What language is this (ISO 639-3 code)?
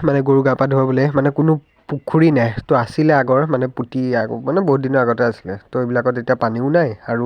asm